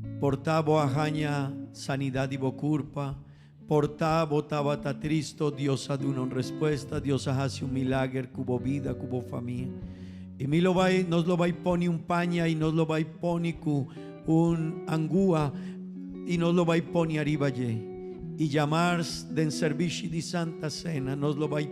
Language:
Papiamento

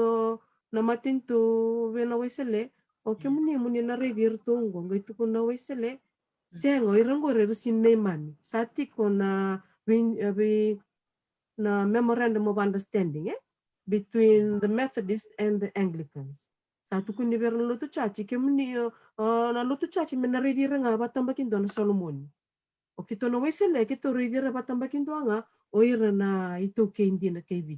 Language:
Fijian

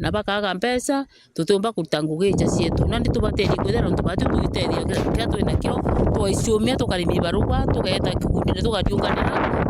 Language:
Meru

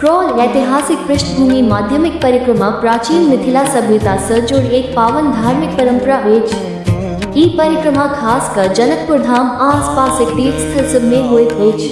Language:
Maithili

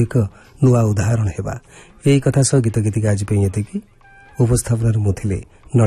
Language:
Odia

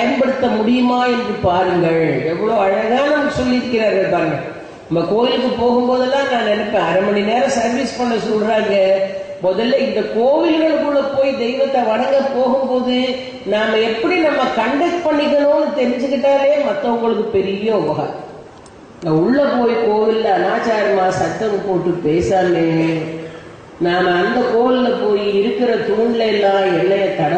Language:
Tamil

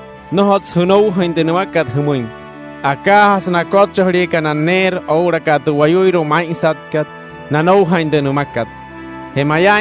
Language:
Wayuu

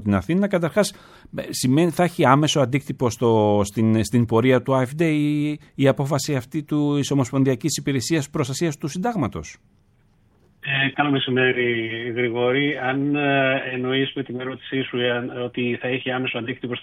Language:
Greek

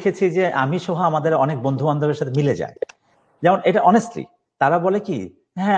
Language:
Bangla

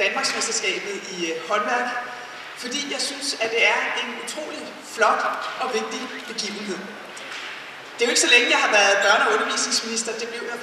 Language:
Danish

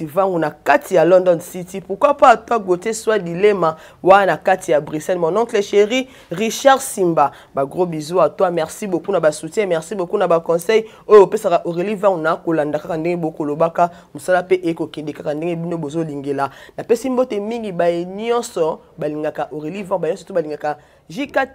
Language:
Lingala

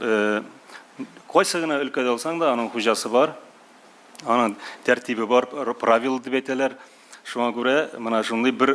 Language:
Tatar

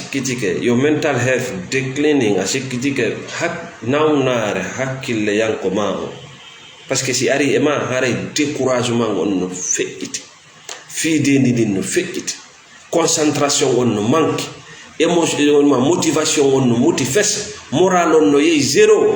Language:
Fula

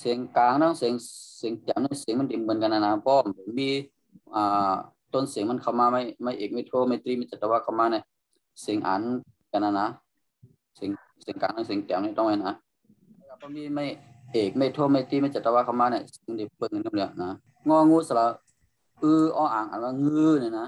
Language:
Shan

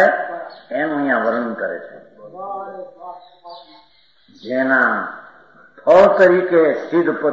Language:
Gujarati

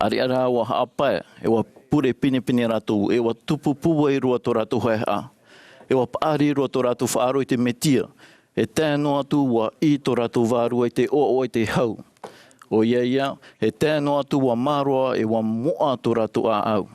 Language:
Tahitian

